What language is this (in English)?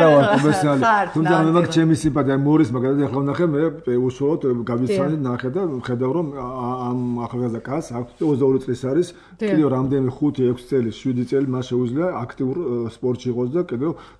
Georgian